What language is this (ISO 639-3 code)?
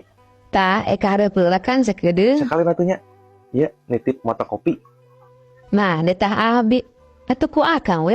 sun